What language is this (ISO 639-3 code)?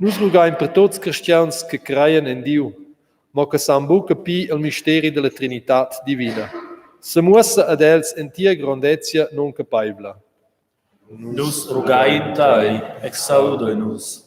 roh